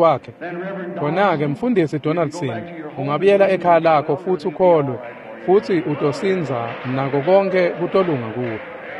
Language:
Swati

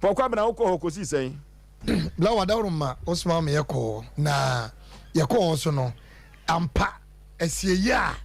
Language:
Akan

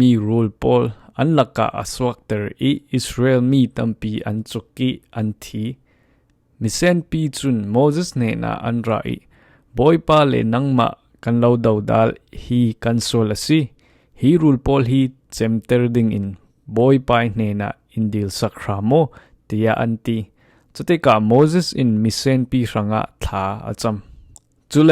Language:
Falam Chin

